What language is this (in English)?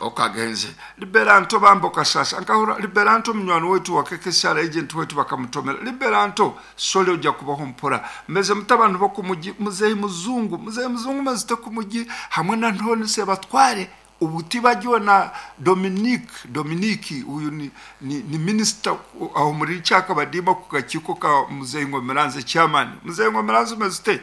Nyankole